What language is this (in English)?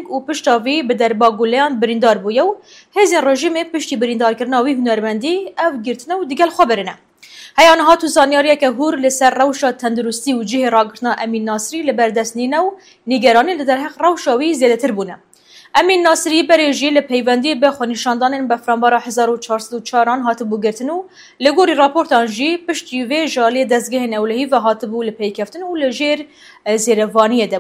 Kurdish